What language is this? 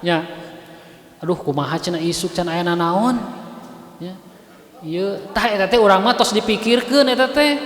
Sundanese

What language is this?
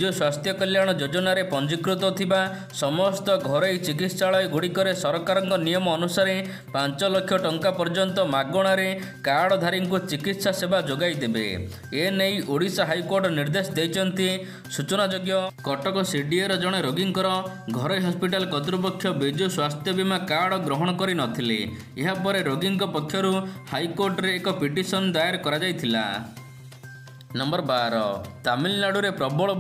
Odia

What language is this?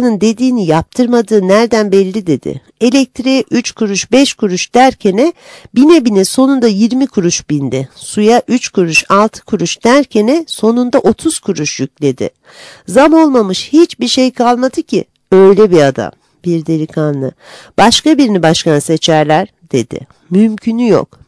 Turkish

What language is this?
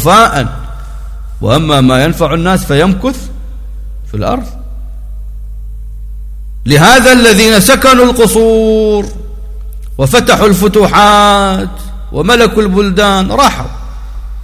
Arabic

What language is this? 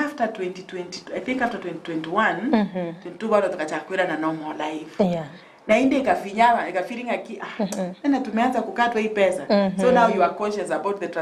Gusii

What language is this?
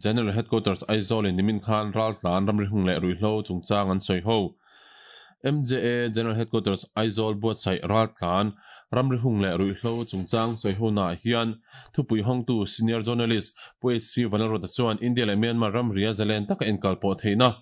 Mizo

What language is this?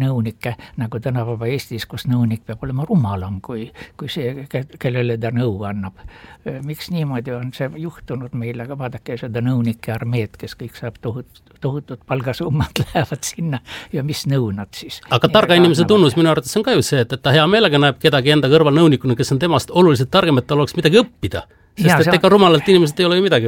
Estonian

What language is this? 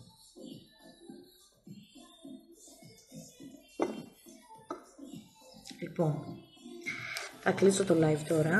Greek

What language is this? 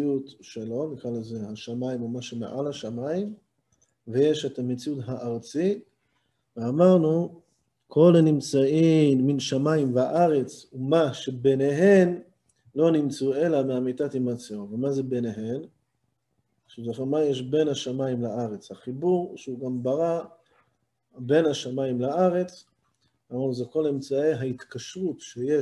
Hebrew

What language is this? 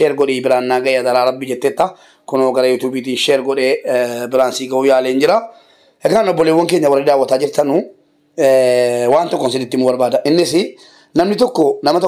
Oromo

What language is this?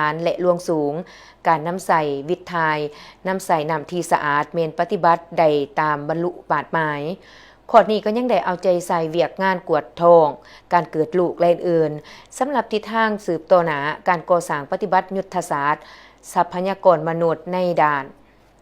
Lao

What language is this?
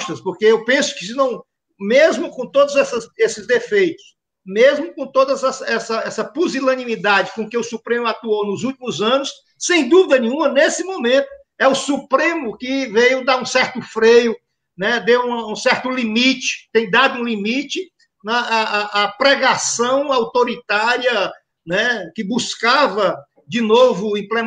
Portuguese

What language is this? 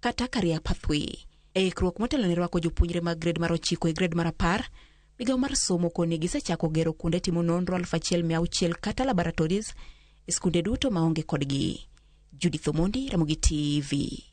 Luo (Kenya and Tanzania)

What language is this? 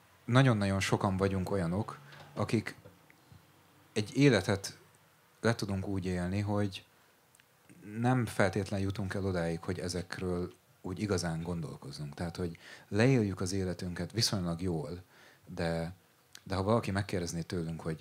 Hungarian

